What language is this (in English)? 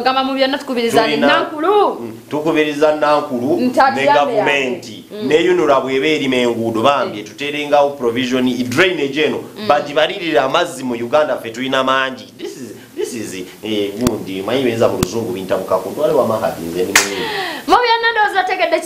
Ganda